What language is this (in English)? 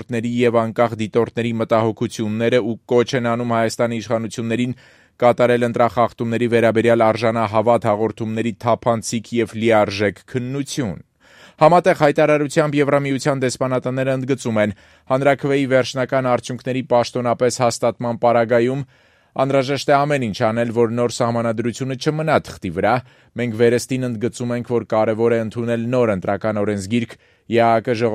Armenian